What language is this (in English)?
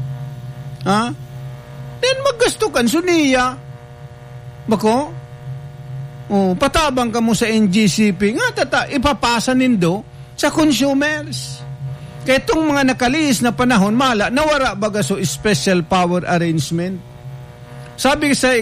Bikol